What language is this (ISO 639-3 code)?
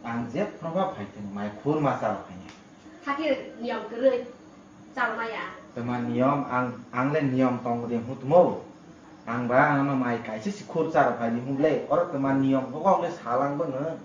trp